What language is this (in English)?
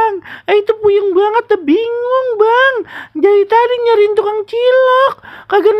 Betawi